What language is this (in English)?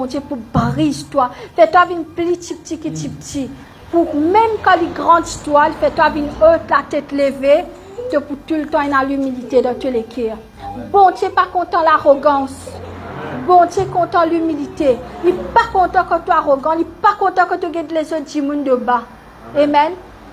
Morisyen